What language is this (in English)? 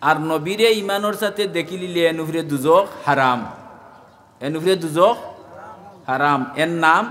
Sylheti